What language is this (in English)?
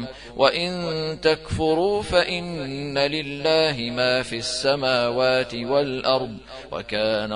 Arabic